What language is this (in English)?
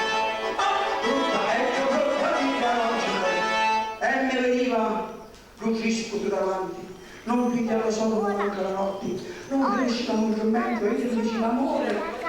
Sicilian